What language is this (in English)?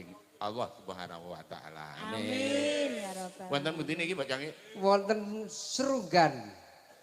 Javanese